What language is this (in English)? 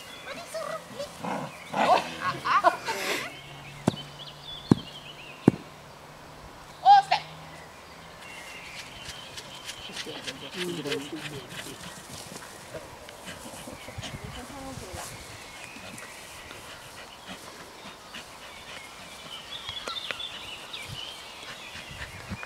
Swedish